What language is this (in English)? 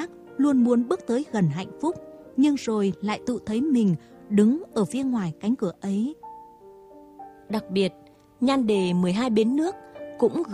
Vietnamese